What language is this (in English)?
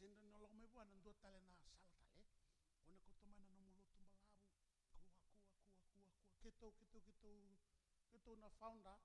Fijian